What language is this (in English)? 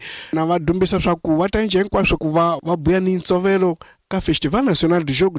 Tsonga